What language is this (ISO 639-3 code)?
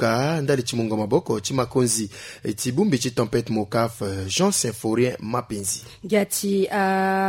sag